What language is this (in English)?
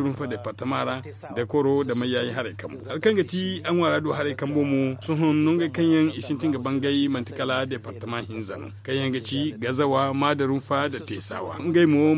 Zarma